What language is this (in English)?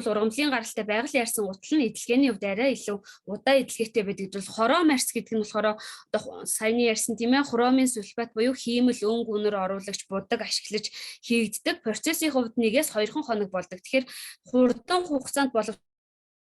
Mongolian